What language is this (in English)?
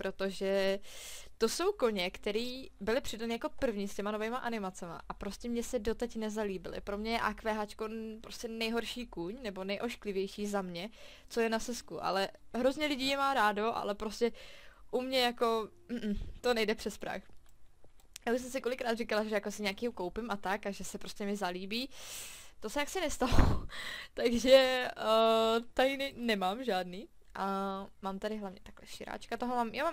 Czech